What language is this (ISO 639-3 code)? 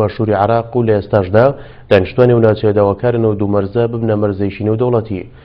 ckb